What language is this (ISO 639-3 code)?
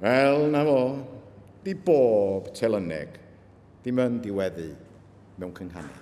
cym